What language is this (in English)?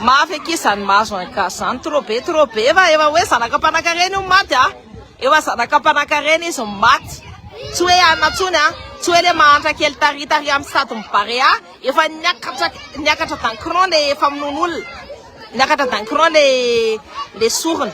Malagasy